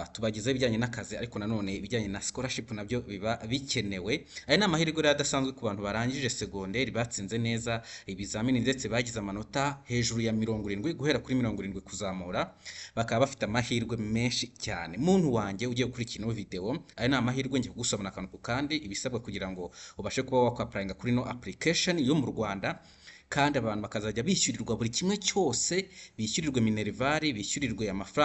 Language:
Kinyarwanda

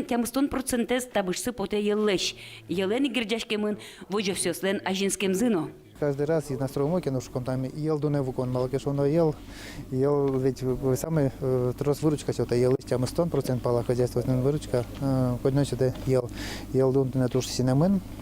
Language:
Udmurt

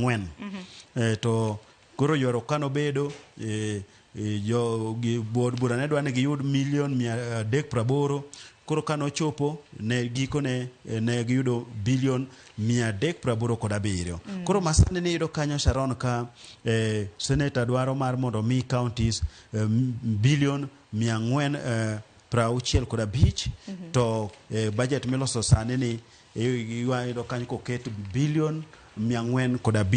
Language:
Luo (Kenya and Tanzania)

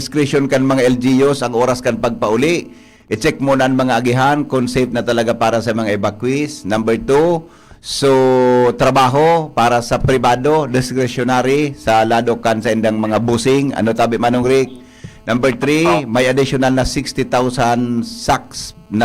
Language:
Bikol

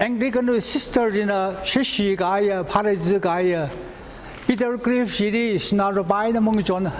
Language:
Tangkhul Naga (India)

